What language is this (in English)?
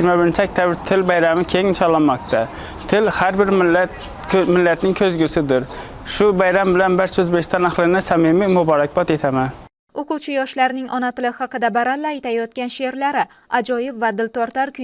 Uzbek